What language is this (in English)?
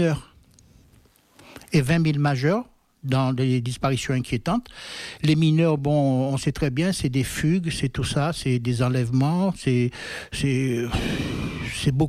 French